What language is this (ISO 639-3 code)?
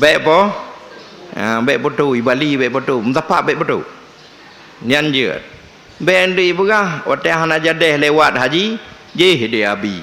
ace